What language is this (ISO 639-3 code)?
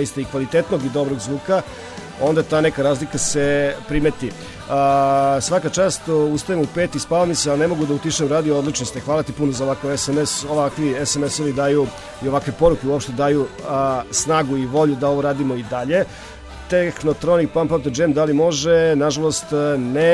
srp